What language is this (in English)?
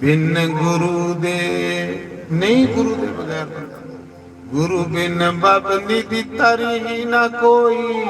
Dogri